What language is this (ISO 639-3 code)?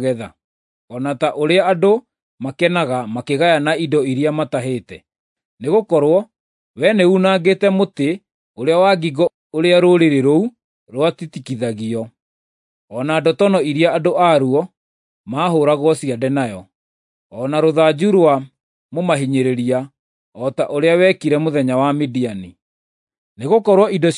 kik